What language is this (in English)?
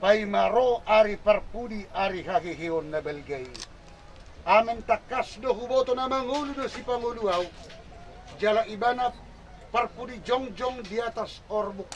Batak Toba